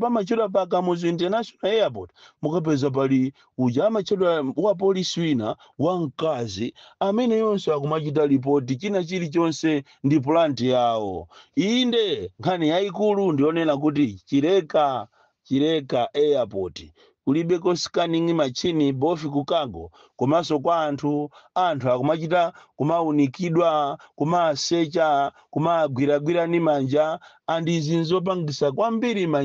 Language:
Nyanja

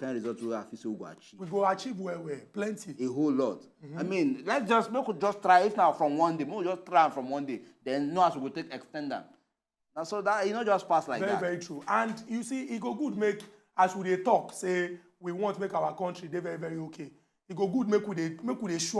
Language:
Nigerian Pidgin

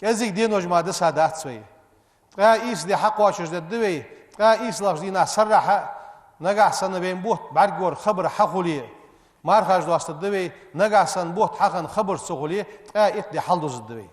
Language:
Ingush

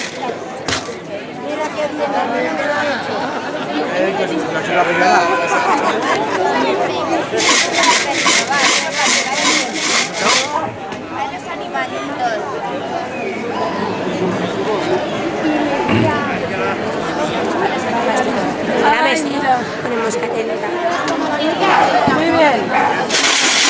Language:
Spanish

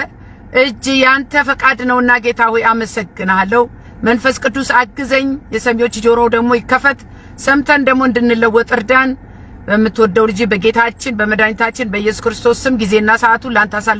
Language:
Amharic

